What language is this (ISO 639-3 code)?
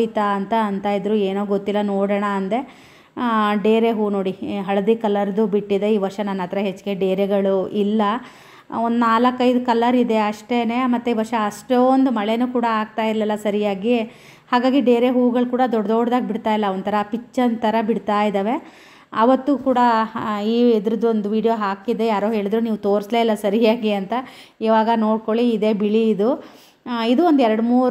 kan